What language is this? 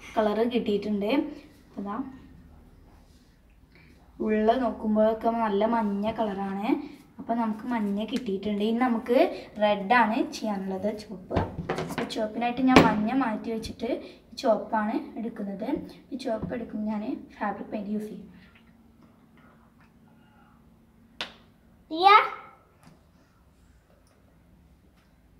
Malayalam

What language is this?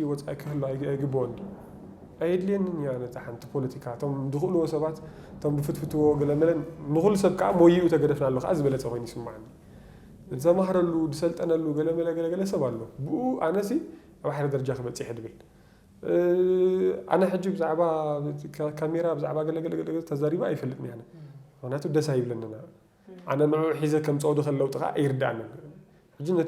Tigrinya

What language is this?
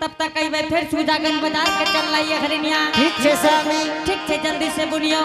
Angika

